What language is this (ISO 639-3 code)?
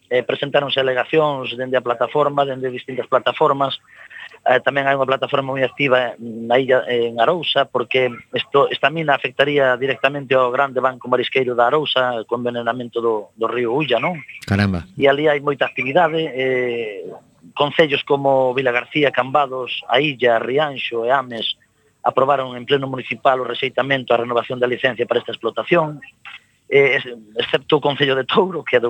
glg